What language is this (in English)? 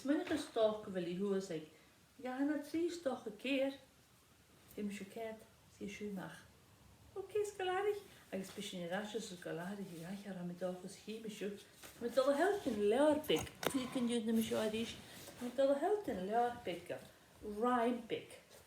Scottish Gaelic